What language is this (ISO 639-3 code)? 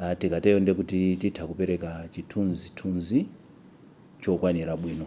nya